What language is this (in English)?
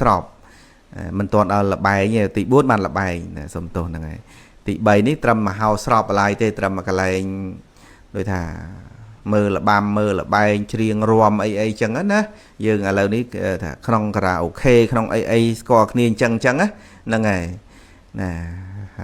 Khmer